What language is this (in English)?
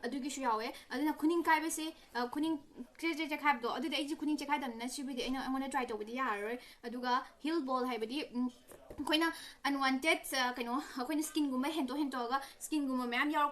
Manipuri